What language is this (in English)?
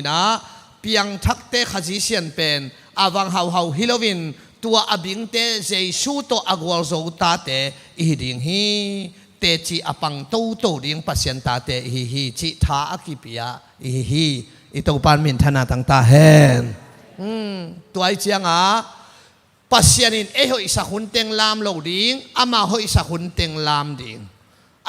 Tedim Chin